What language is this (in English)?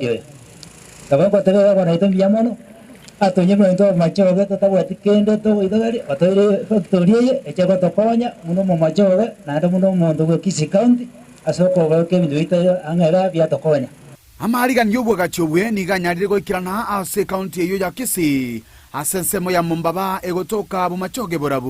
Gusii